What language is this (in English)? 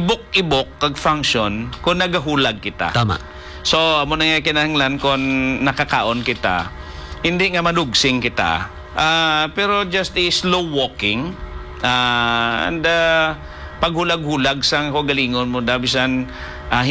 Hiligaynon